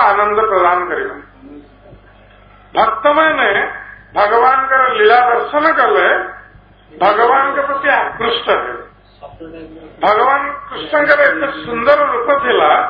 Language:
Odia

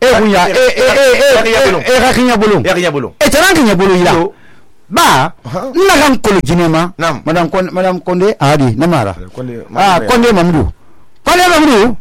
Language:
Susu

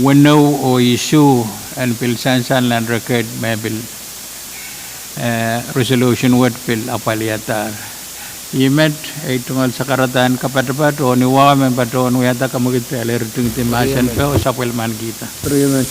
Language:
Pohnpeian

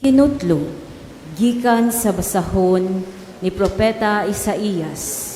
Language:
Cebuano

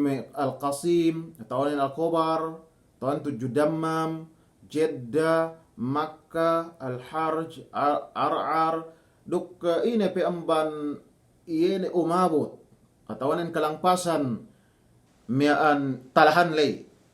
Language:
Yakan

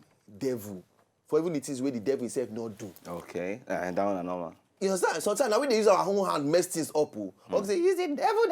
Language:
Nigerian Pidgin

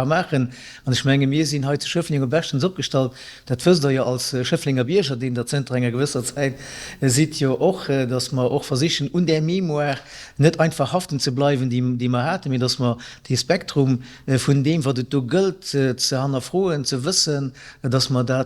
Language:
Luxembourgish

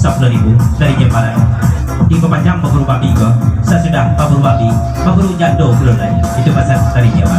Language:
Minangkabau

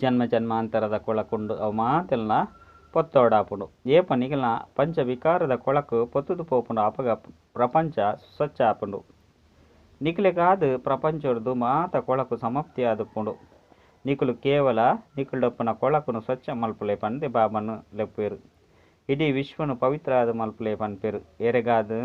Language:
Tulu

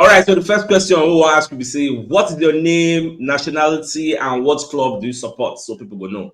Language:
Nigerian Pidgin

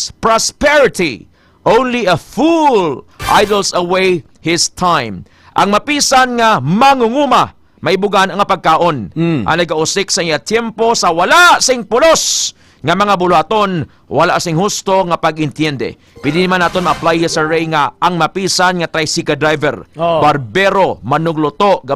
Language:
Hiligaynon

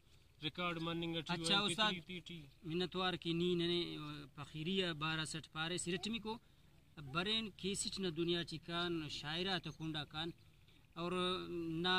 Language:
Brahui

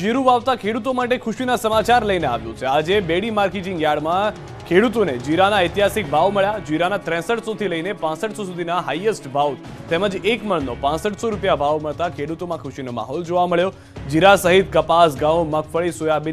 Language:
Gujarati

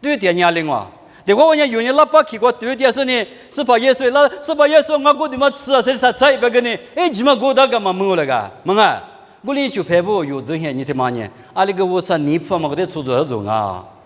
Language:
Lisu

